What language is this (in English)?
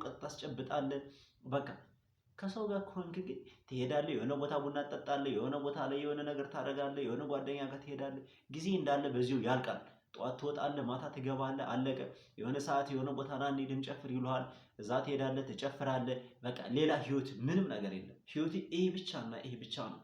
Amharic